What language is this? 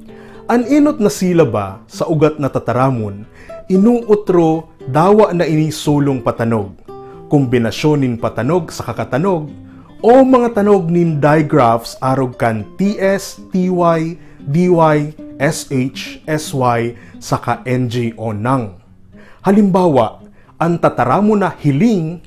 Bikol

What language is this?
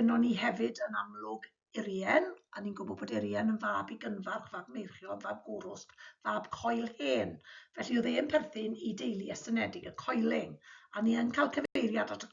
Welsh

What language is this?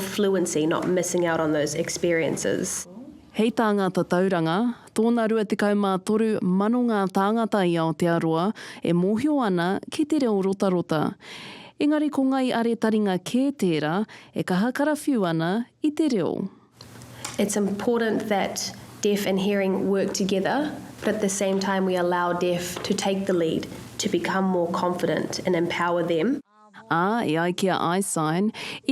Māori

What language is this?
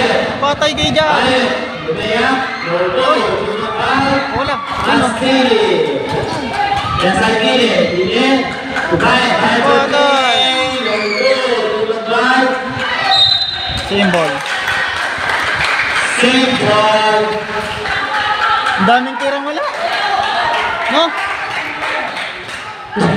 Filipino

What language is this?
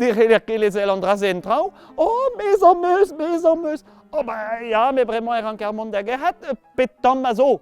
Breton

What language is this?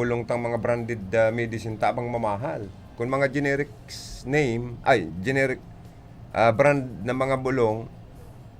Bikol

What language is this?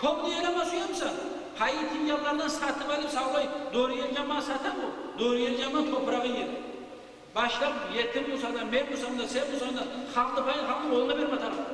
Kumyk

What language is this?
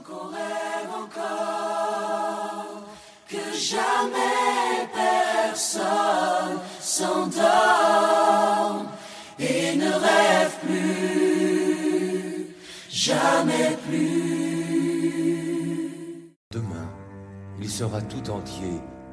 French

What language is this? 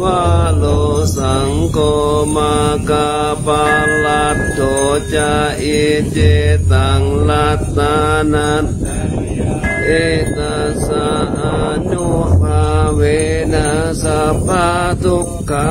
Pali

